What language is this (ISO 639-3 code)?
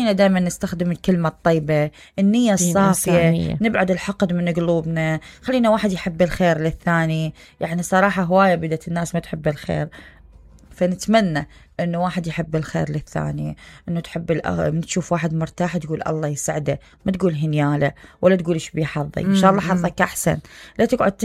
acm